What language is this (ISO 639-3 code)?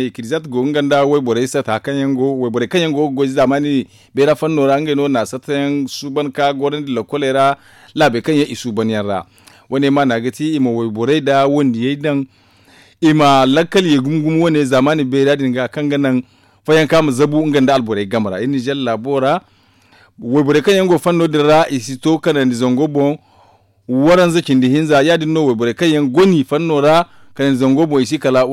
dje